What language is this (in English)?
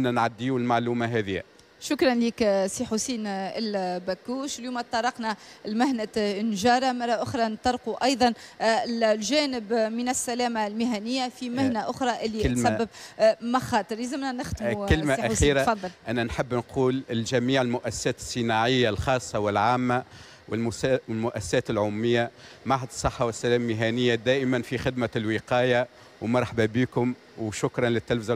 Tunisian Arabic